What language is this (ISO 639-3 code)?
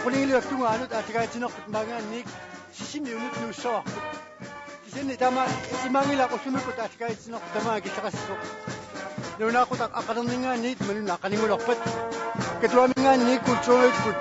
kal